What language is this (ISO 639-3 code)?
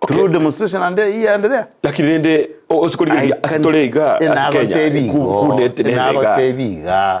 guz